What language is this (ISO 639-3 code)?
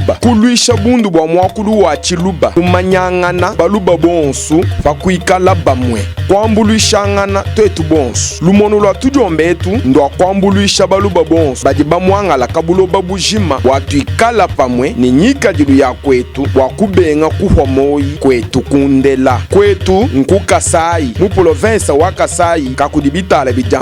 lua